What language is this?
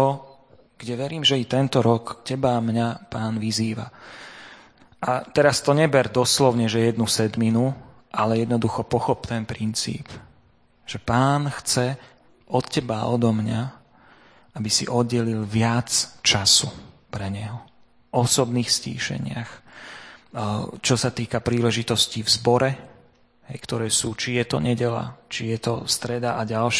Slovak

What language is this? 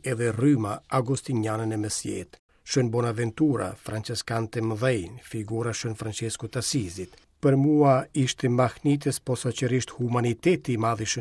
Albanian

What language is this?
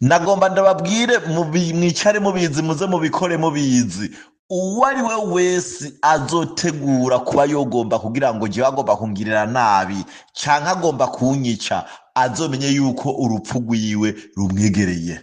Rundi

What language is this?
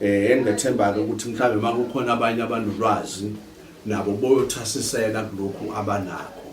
Zulu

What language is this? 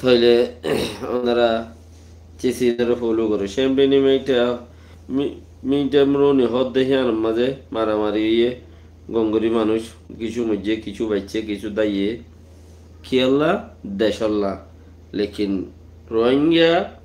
Rohingya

